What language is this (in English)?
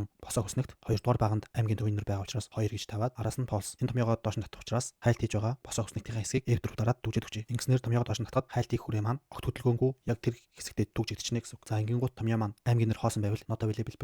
Mongolian